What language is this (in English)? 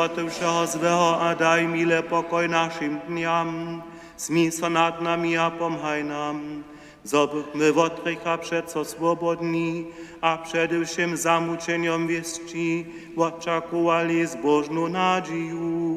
Upper Sorbian